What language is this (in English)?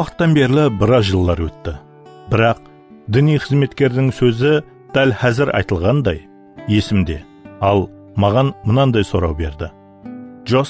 Kara-Kalpak